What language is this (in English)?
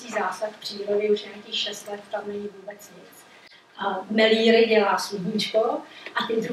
Czech